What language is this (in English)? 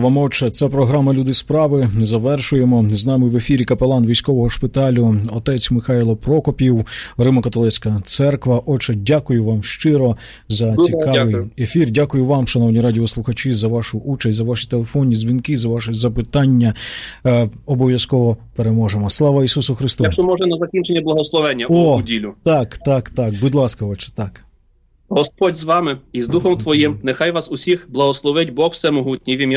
Ukrainian